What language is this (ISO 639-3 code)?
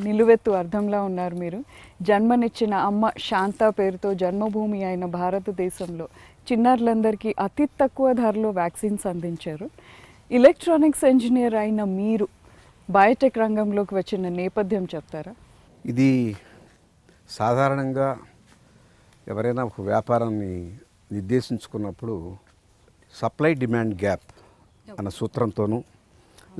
tel